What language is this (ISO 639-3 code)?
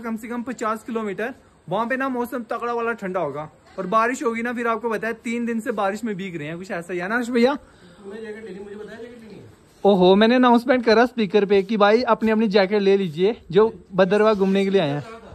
hin